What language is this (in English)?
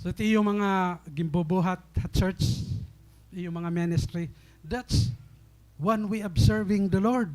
Waray